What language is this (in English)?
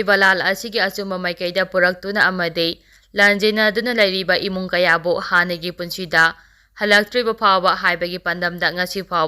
Manipuri